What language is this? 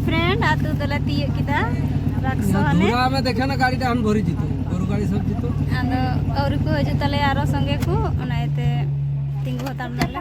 Santali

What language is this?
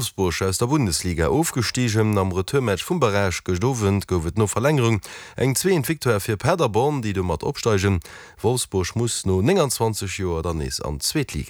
Luxembourgish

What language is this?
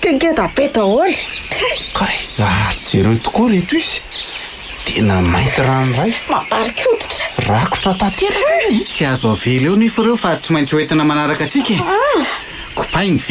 Malagasy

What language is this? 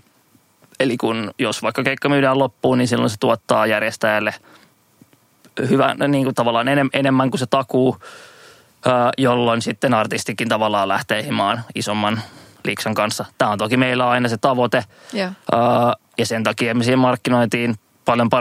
Finnish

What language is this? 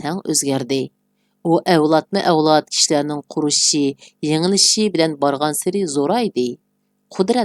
Uyghur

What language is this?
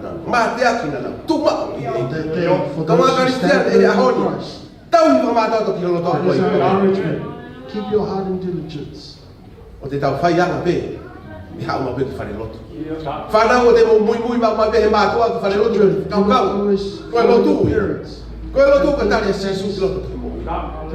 Tongan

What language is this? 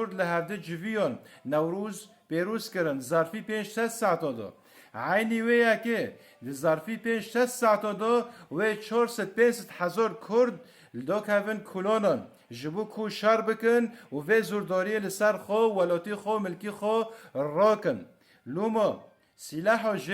Kurdish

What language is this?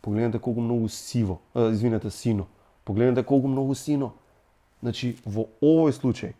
Macedonian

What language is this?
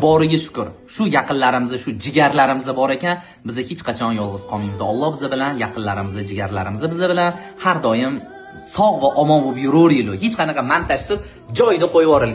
Uzbek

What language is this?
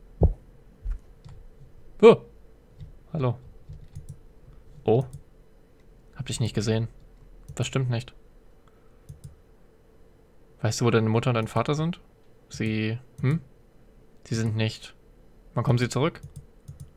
German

